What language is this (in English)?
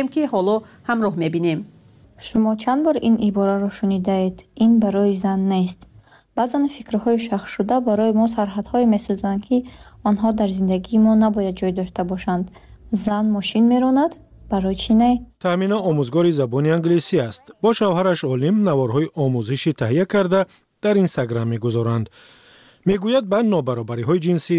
Persian